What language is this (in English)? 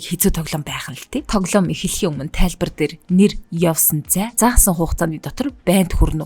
Mongolian